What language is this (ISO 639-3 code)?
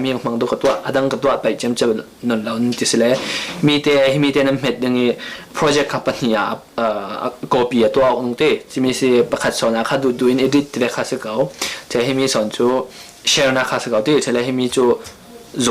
cfm